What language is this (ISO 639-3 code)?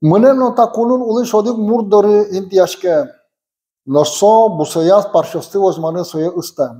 udm